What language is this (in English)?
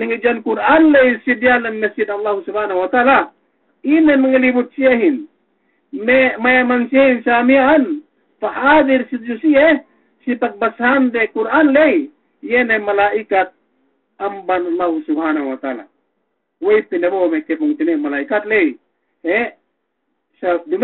Yakan